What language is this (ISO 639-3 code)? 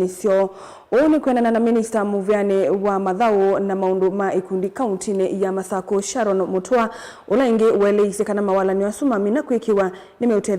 kam